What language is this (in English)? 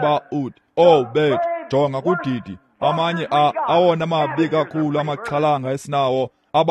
Xhosa